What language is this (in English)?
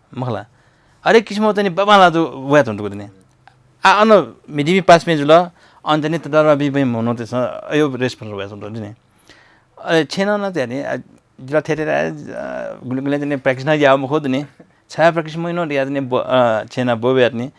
Newari